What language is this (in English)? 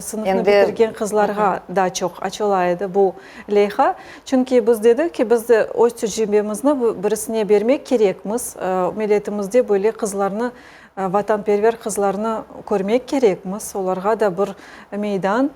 Crimean Tatar